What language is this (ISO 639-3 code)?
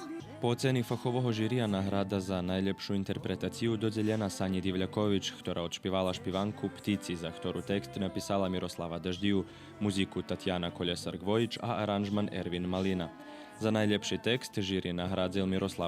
rue